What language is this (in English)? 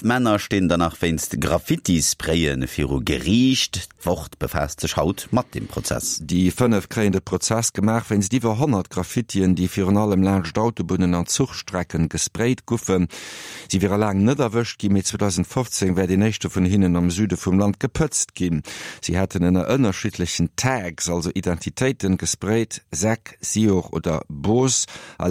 Luxembourgish